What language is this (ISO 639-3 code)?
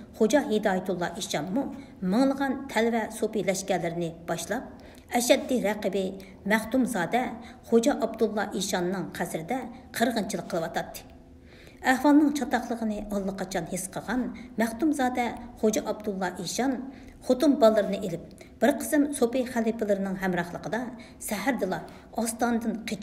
uig